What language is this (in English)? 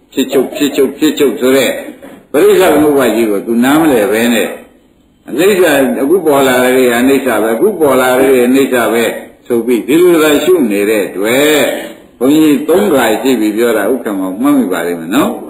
Burmese